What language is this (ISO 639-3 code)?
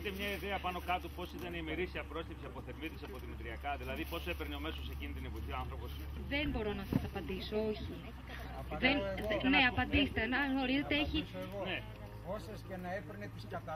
ell